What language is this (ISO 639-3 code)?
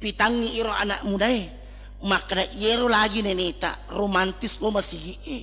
bug